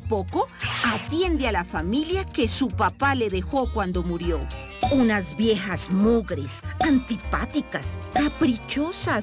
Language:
Spanish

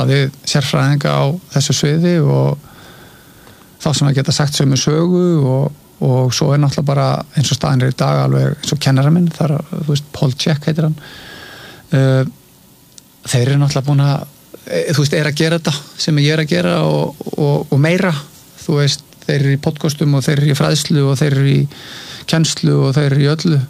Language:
Icelandic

